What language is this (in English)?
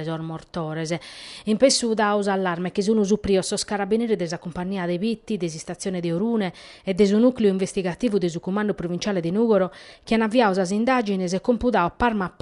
Sardinian